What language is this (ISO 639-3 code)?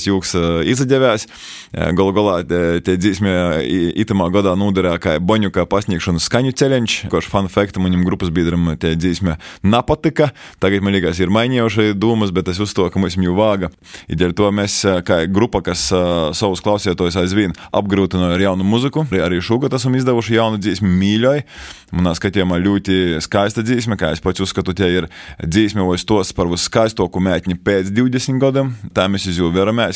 lav